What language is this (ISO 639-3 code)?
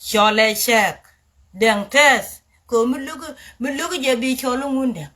nus